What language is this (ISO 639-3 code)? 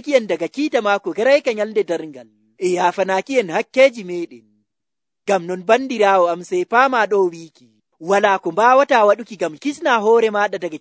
fuv